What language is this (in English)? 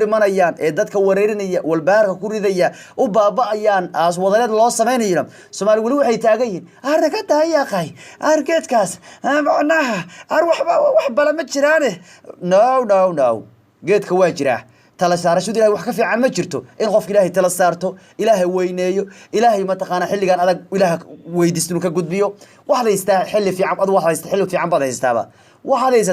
Somali